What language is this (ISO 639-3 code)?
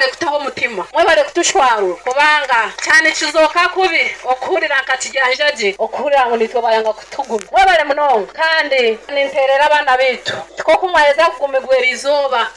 nyo